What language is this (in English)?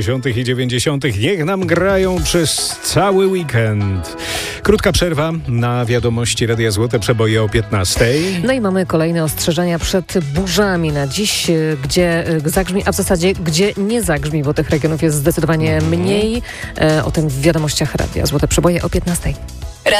Polish